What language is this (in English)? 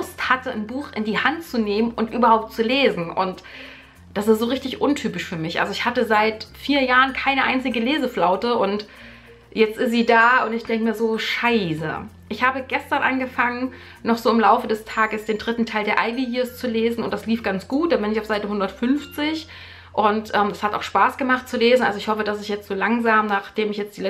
German